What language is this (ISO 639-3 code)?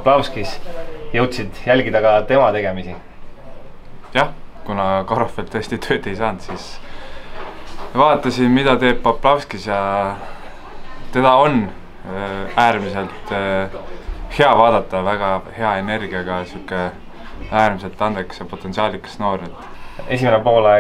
est